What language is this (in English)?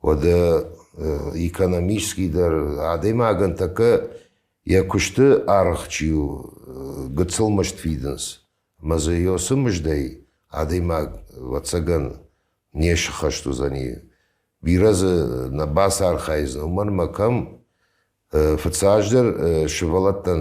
Ossetic